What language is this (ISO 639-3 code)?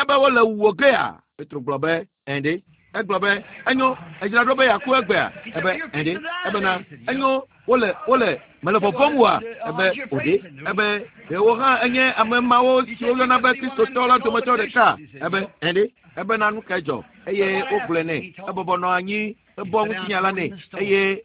ewe